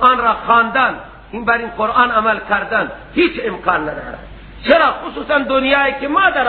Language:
Persian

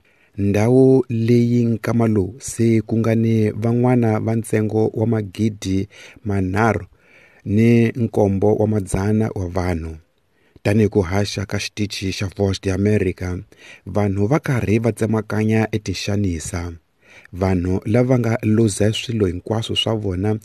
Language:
Tsonga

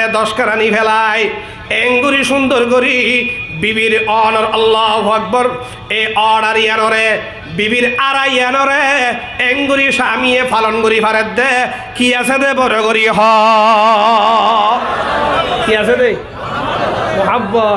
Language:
Rohingya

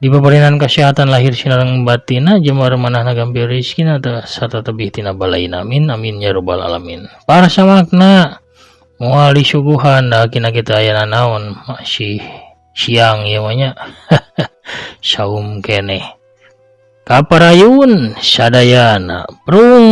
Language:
Sundanese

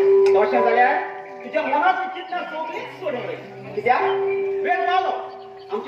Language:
Konkani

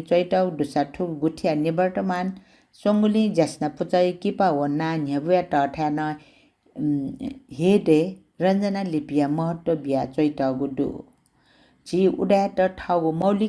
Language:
Newari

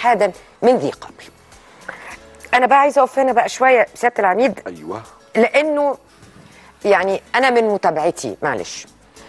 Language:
Egyptian Arabic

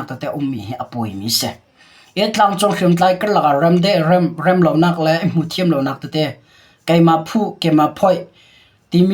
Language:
Hakha Chin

